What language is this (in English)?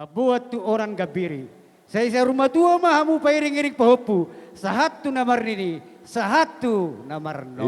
Batak Toba